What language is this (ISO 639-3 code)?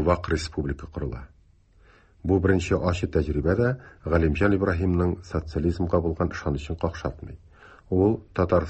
tat